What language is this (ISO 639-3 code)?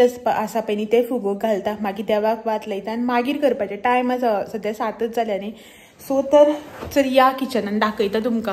kok